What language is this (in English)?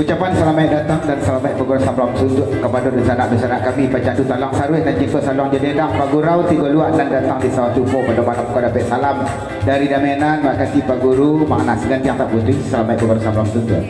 Minangkabau